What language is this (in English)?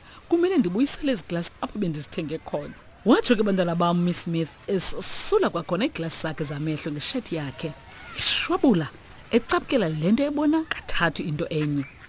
Xhosa